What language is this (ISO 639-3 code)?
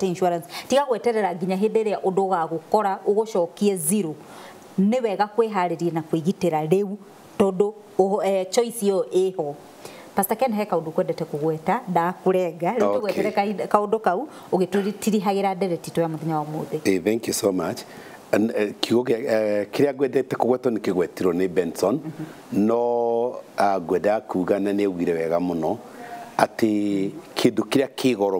kik